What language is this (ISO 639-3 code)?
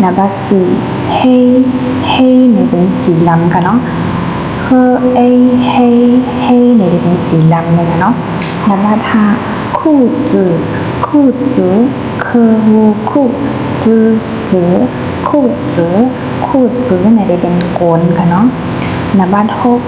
shn